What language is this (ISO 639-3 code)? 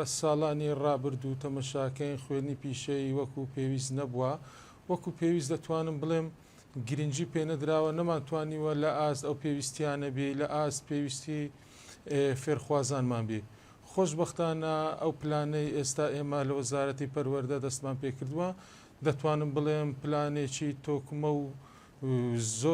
ckb